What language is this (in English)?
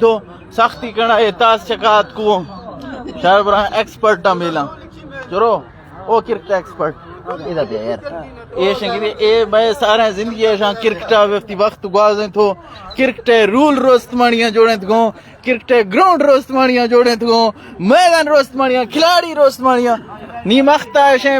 Eastern Balochi